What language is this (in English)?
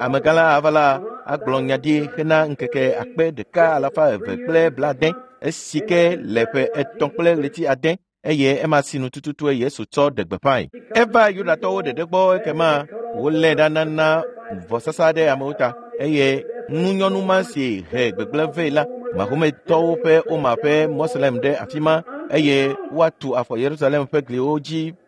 Ewe